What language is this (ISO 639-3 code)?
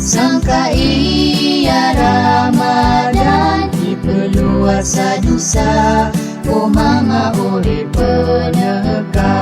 mrw